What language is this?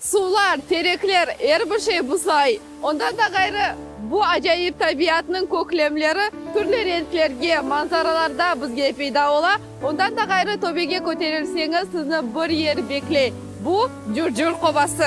Crimean Tatar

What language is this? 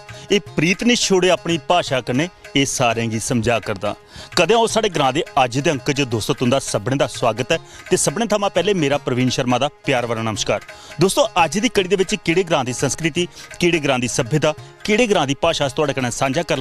Dogri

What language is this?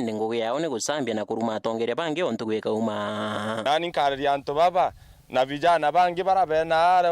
Meru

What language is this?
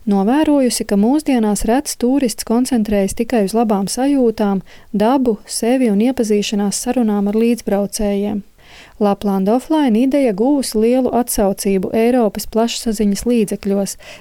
Latvian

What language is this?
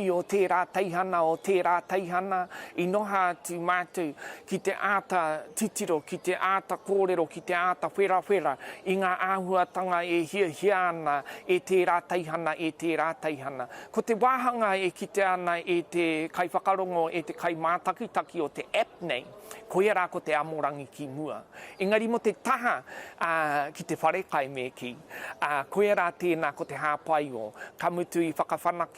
Māori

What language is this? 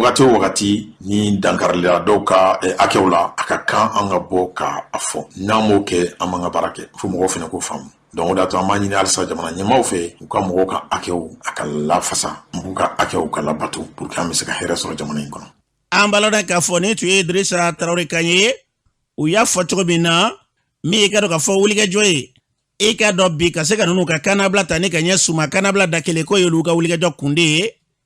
Bambara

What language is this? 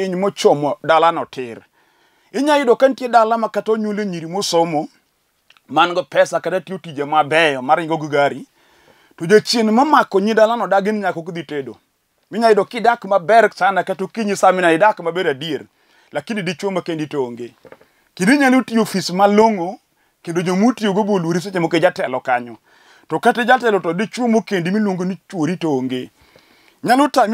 Luo (Kenya and Tanzania)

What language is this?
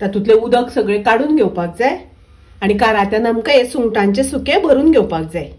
Konkani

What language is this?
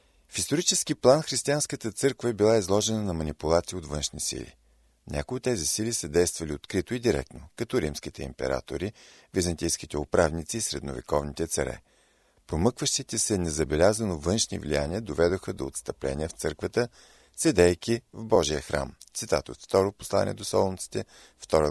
Bulgarian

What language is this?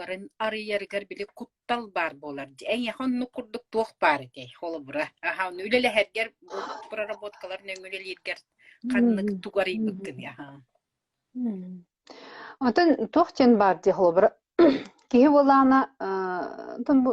Yakut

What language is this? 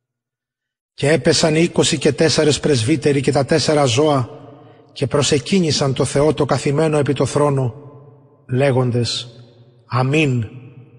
Greek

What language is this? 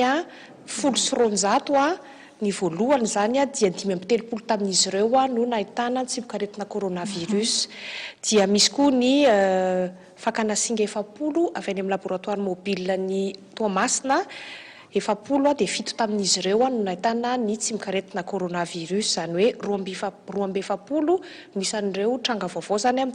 Malagasy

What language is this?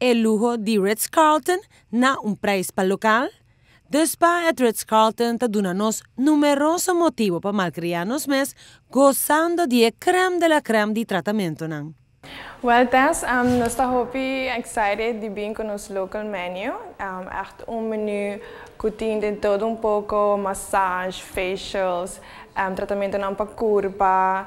Papiamento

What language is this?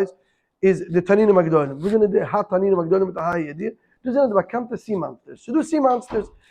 Yiddish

